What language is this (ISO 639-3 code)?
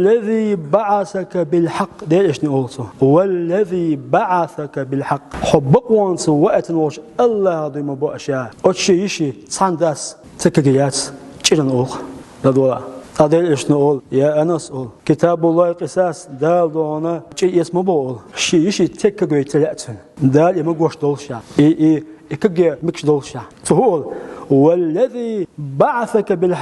che